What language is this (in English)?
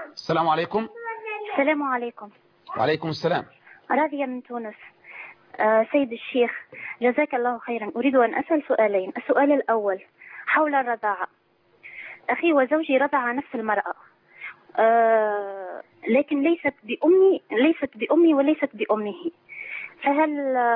Arabic